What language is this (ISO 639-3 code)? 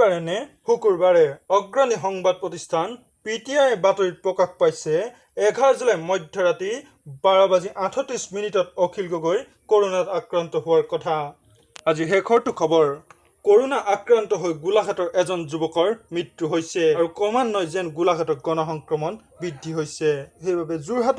asm